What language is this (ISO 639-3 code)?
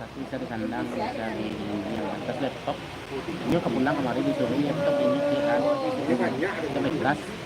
min